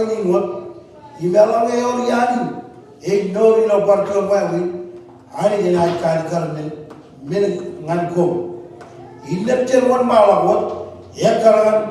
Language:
Marshallese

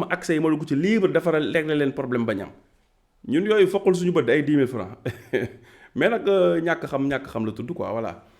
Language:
Wolof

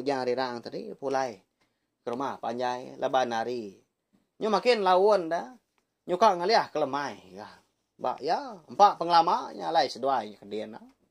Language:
Iban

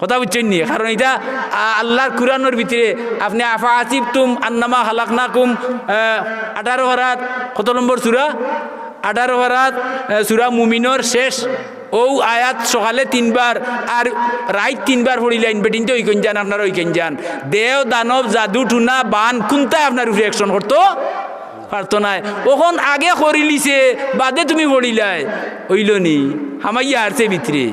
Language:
Sylheti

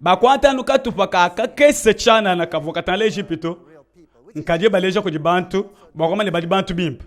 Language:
Luba-Lulua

